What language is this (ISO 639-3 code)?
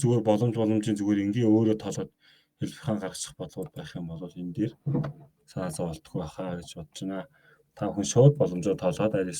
mon